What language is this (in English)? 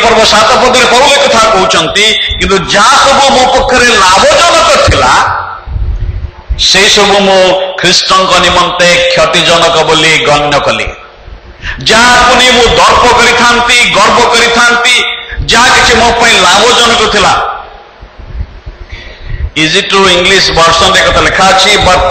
Odia